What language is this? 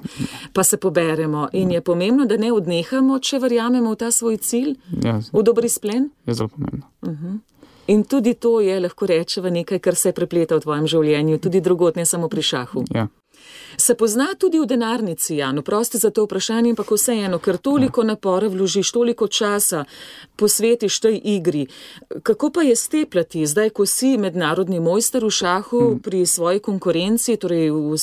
Slovenian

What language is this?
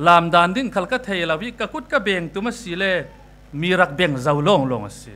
Falam Chin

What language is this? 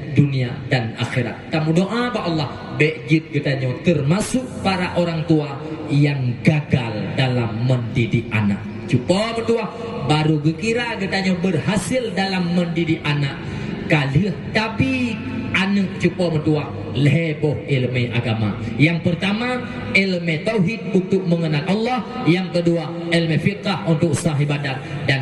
Achinese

